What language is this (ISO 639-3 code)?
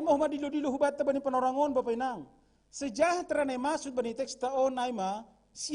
bts